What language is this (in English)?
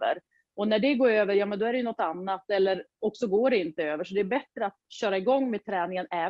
Swedish